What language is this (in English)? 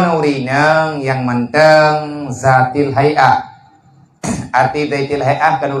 Achinese